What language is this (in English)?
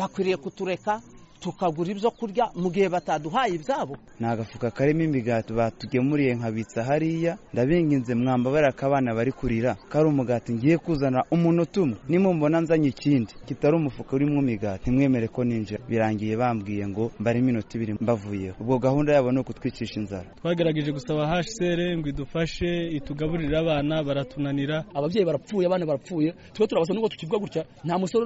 Kinyarwanda